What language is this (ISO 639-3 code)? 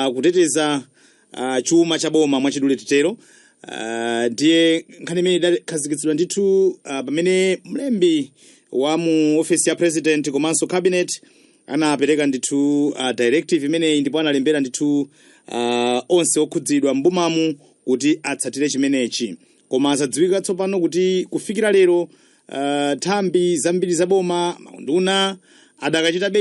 nya